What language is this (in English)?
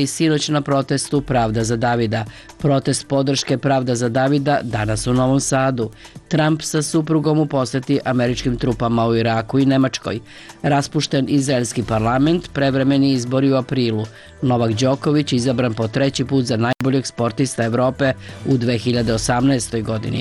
Serbian